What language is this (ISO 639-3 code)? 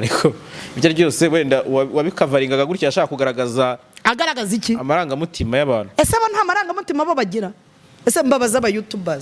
kin